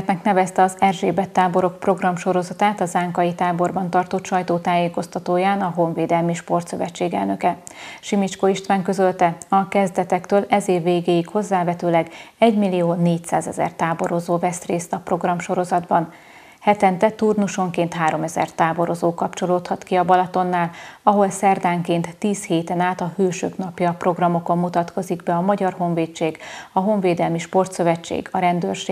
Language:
Hungarian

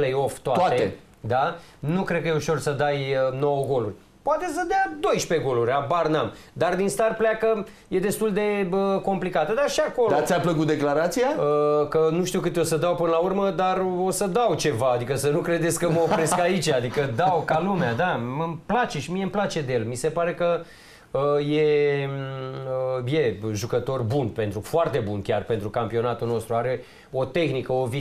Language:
Romanian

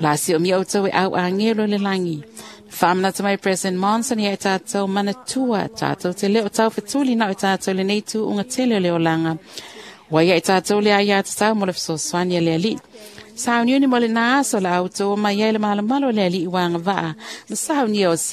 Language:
Samoan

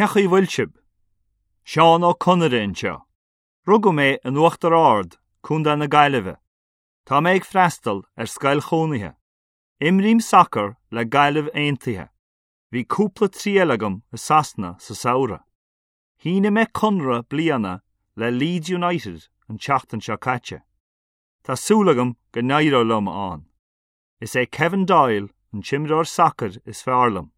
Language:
Irish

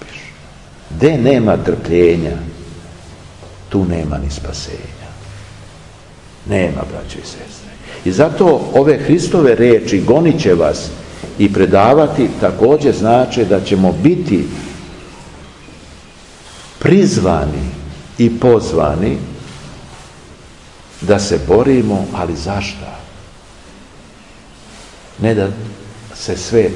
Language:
Serbian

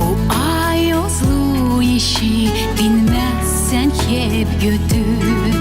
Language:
Gagauz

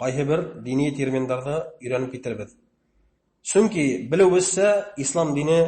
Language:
Bashkir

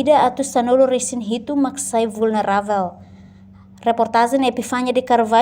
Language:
Tetum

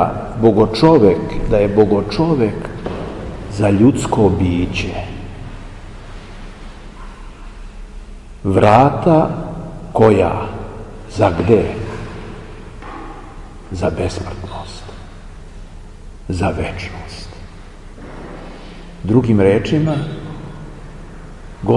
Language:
Serbian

